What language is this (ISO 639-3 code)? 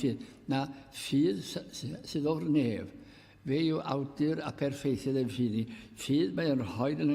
cym